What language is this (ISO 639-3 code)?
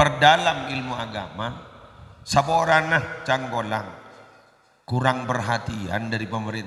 mad